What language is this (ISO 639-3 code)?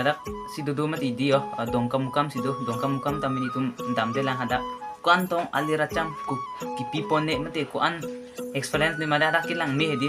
mjw